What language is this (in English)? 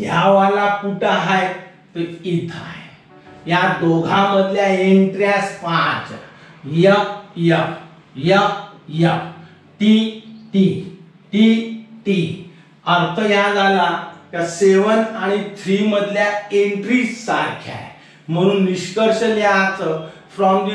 Marathi